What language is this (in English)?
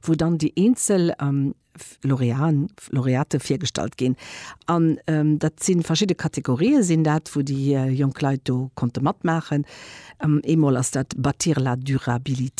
Luxembourgish